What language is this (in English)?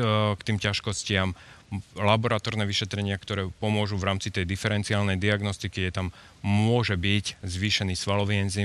Slovak